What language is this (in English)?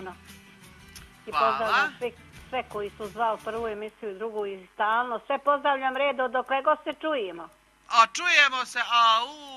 Croatian